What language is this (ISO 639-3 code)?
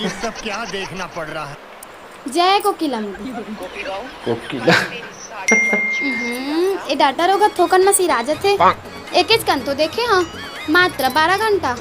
hne